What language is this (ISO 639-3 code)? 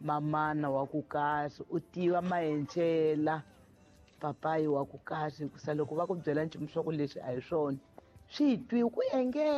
tso